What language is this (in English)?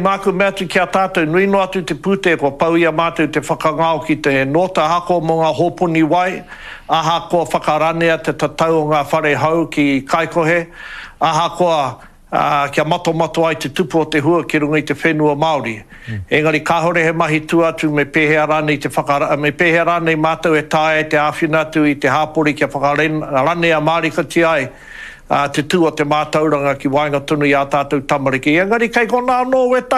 Māori